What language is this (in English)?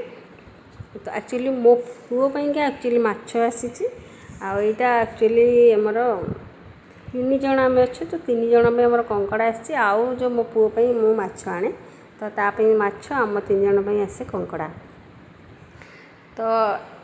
Odia